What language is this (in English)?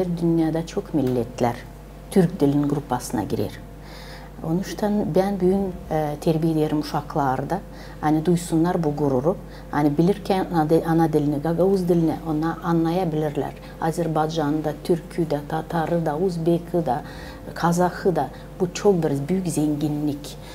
Gagauz